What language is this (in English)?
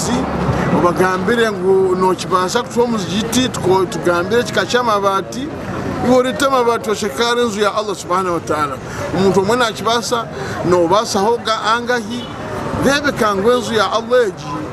Nyankole